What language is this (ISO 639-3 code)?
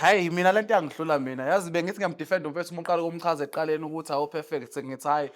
zul